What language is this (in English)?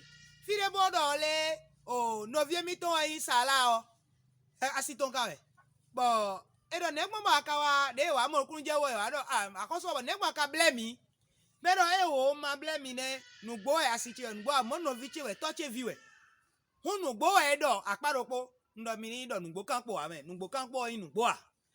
Fon